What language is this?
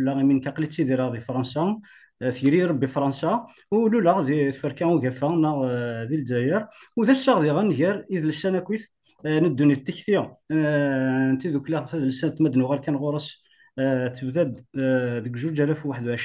Kabyle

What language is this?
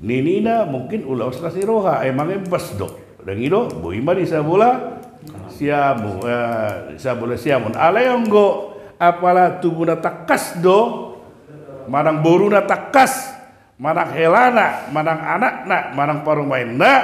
Batak Toba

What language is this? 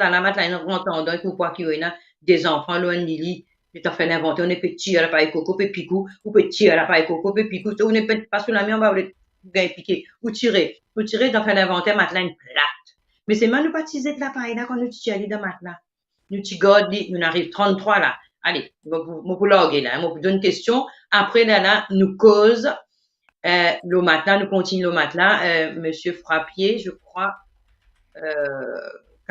Morisyen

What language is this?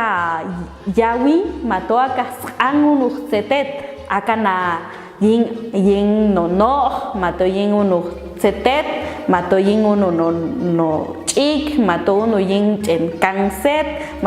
Popti'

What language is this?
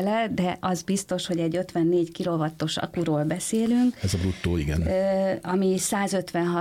Hungarian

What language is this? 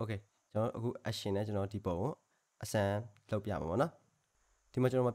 Burmese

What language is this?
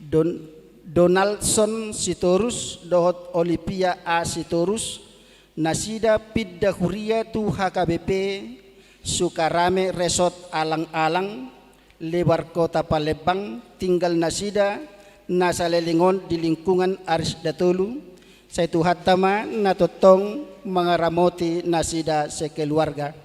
Batak Toba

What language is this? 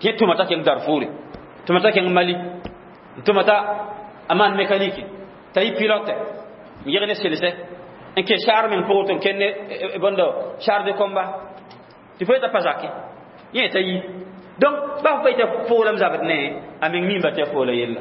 Mossi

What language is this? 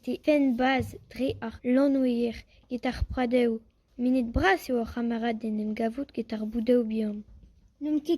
Breton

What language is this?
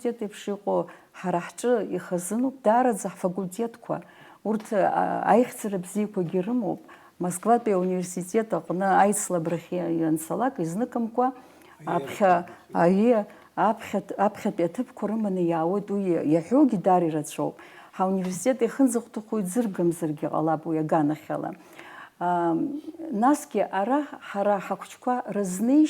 Abkhazian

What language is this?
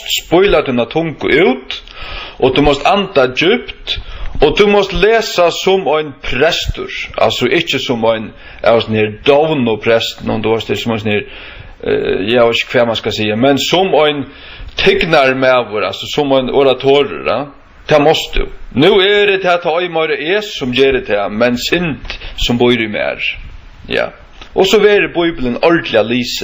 Faroese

